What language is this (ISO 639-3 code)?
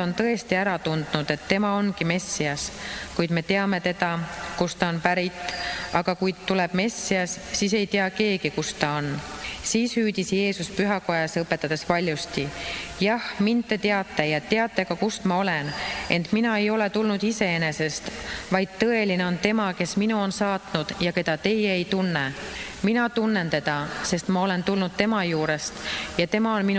est